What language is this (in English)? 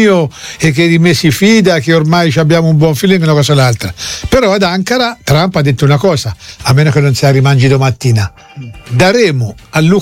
Italian